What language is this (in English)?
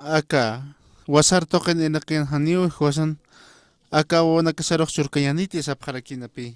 Aymara